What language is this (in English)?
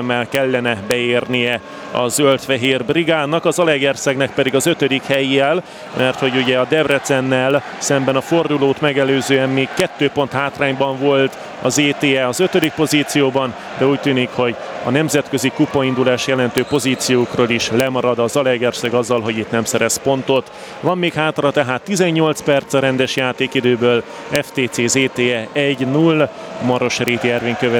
Hungarian